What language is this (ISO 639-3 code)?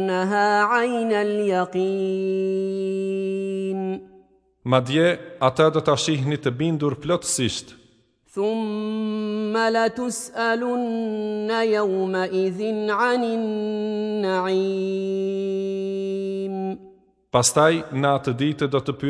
sqi